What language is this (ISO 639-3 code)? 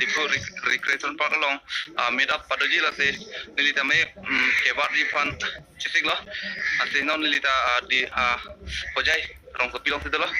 mjw